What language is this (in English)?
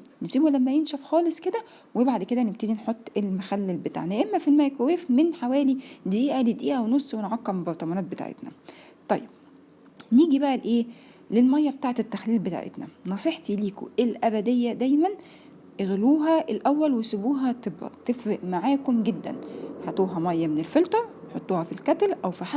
Egyptian Arabic